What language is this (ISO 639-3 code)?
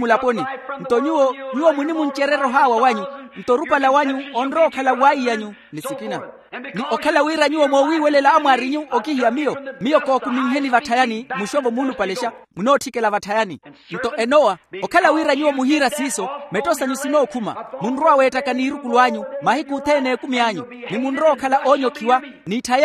vmw